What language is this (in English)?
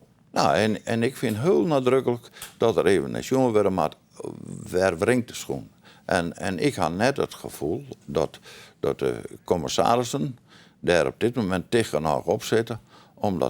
Western Frisian